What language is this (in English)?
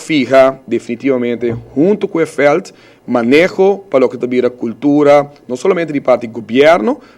Papiamento